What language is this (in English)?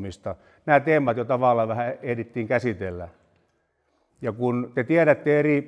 Finnish